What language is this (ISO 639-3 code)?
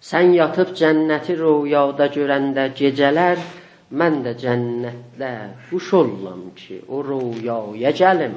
azb